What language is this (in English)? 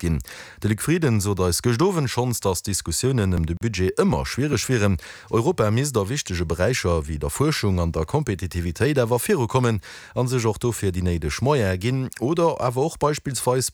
Luxembourgish